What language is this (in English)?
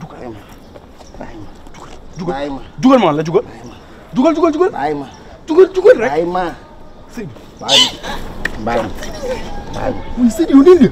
Wolof